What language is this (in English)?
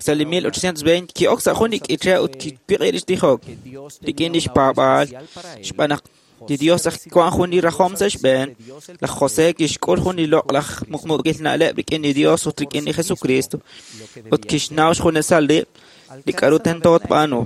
Kekchí